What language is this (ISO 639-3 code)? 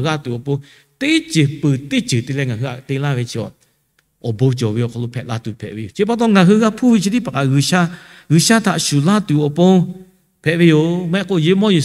lhu